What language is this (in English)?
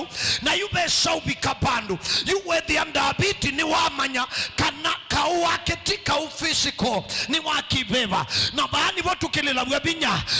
Kamba